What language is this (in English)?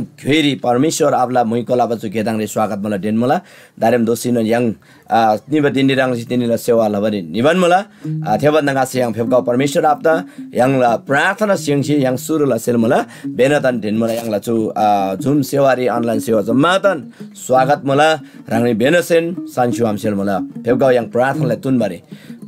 Eastern Tamang